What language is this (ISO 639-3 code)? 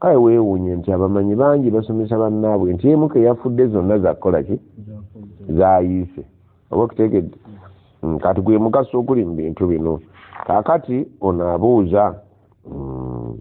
lug